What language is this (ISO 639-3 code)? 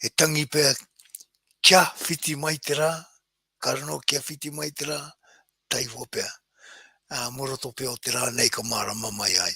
mri